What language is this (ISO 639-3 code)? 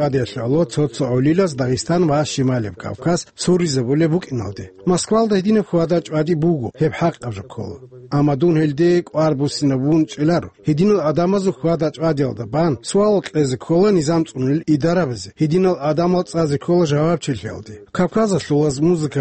ava